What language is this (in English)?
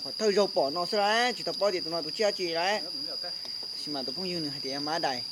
Hmong